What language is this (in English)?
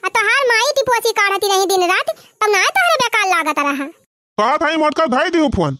Awadhi